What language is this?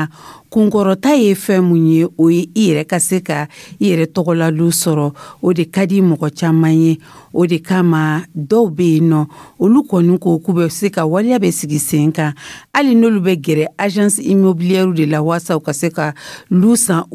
Dyula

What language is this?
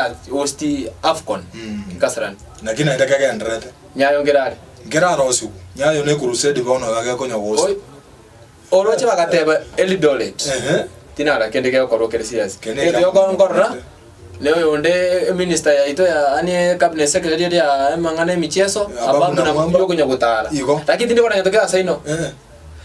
Gusii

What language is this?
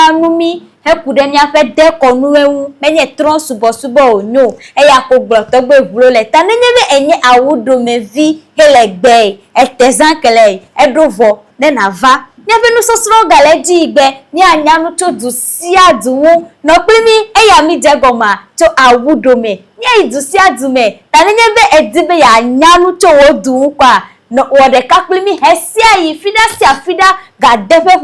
Ewe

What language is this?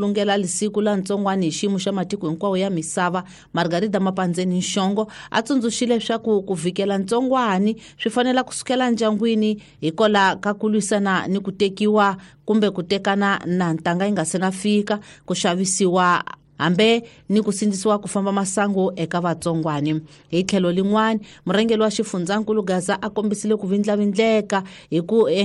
Tsonga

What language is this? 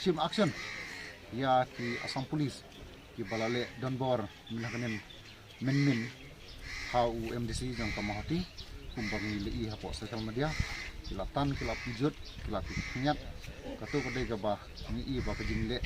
Khasi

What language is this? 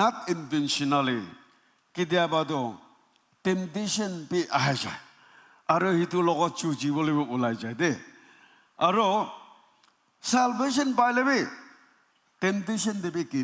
Naga Pidgin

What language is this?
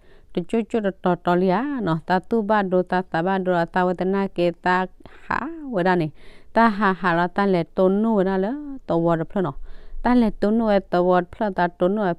S'gaw Karen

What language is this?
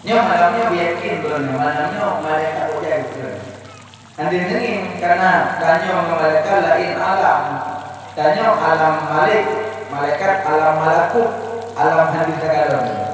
Achinese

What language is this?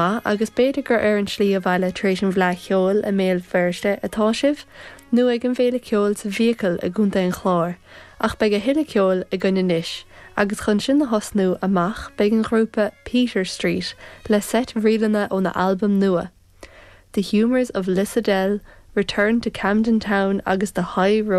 Irish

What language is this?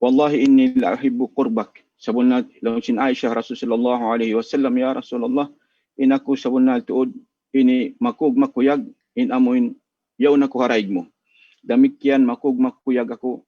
Tausug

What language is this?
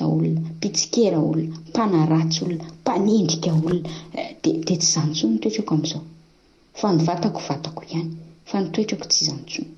Malagasy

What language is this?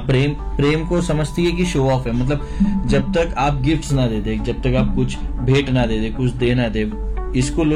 Hindi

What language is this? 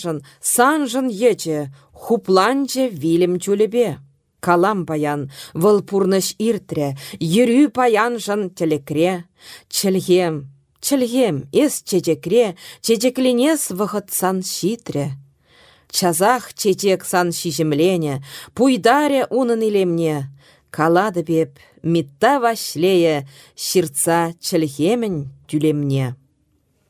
Chuvash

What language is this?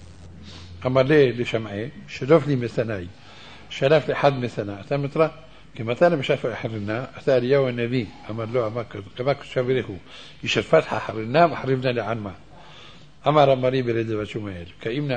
Hebrew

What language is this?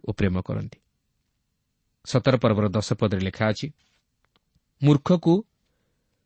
Odia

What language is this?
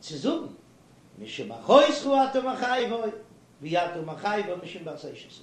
Yiddish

